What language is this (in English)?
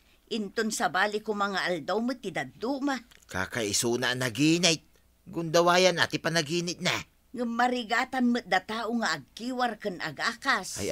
Iloko